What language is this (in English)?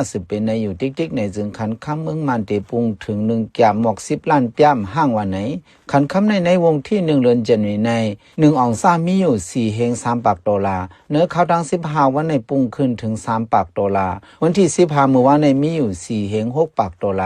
Shan